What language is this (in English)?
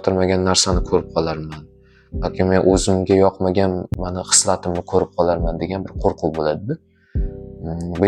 Uzbek